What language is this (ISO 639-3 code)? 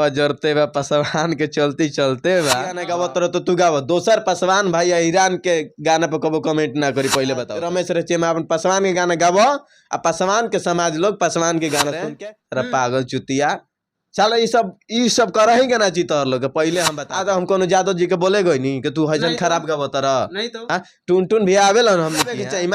bho